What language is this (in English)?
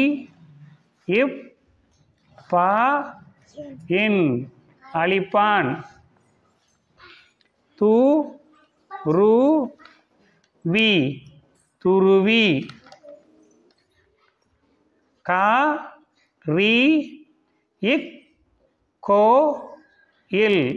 Tamil